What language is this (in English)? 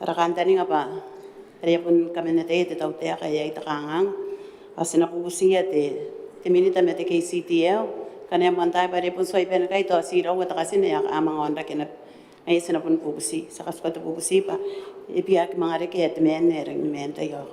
Gilbertese